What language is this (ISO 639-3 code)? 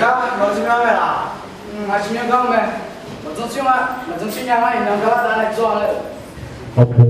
ahk